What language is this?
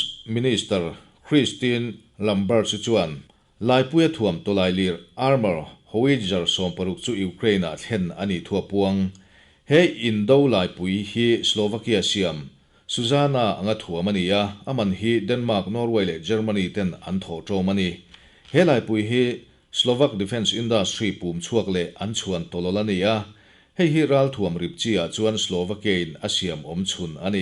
Mizo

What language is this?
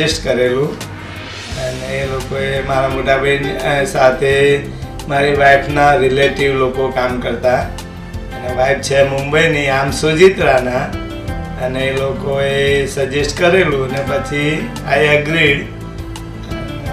Gujarati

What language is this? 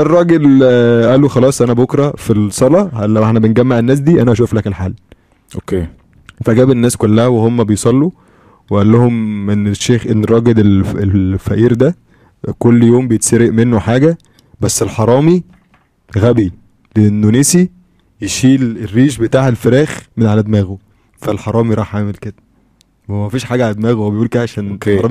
Egyptian Arabic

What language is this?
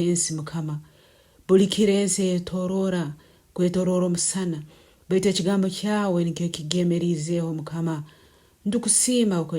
Nyoro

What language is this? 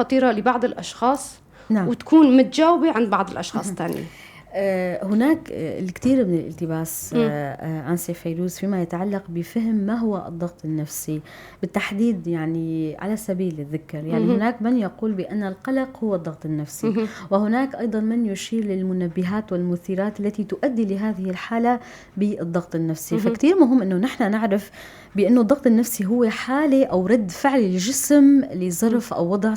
North Levantine Arabic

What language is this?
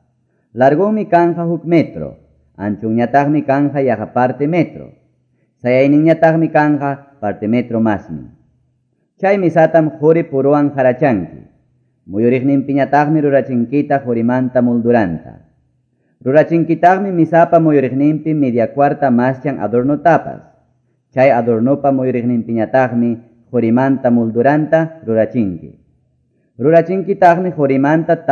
Quechua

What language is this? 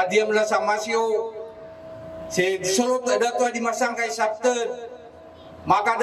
Maranao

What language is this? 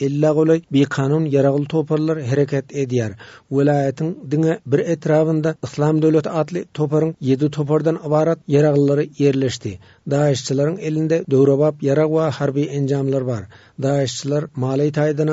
Turkmen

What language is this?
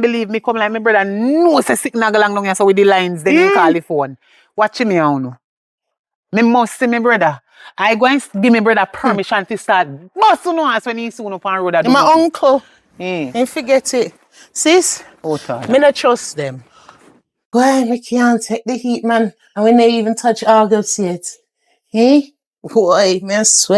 Jamaican Creole English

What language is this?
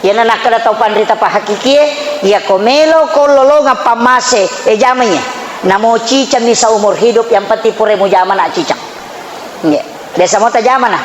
Buginese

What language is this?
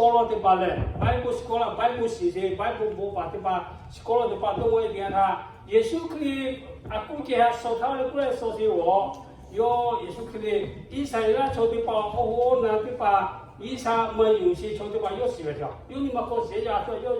Lahu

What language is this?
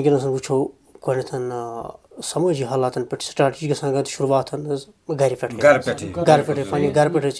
Kashmiri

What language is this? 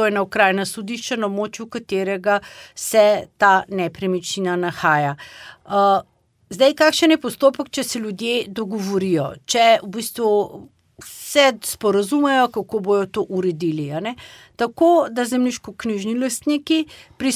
Slovenian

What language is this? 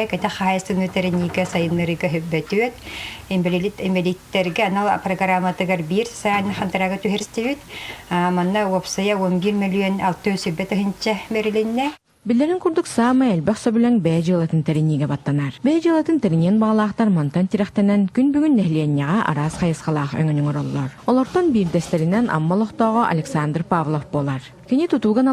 Yakut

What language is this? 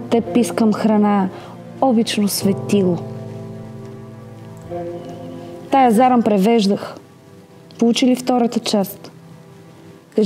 Bulgarian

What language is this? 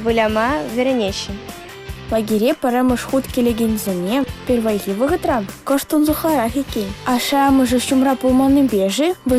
Chuvash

